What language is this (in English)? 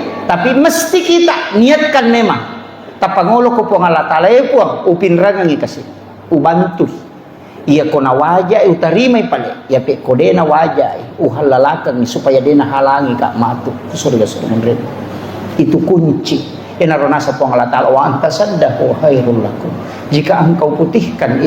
Buginese